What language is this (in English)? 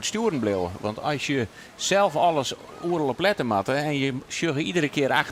Western Frisian